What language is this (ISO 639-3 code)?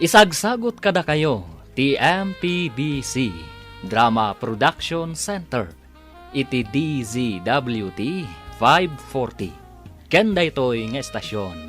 ilo